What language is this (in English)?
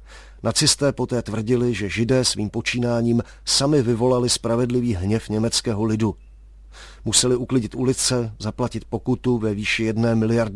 Czech